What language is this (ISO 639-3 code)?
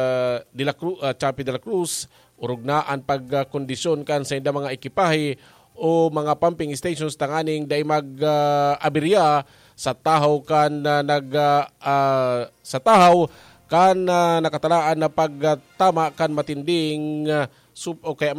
bik